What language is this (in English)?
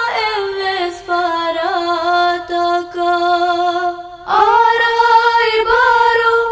Divehi